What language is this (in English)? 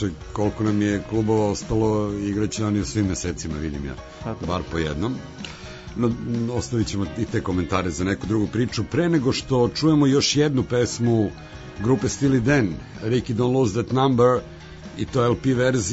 Serbian